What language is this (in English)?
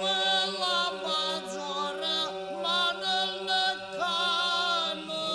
Ossetic